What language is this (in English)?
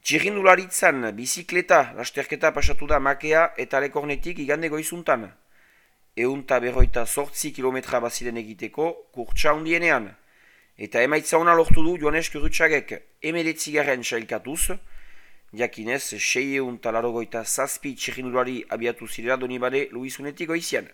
Basque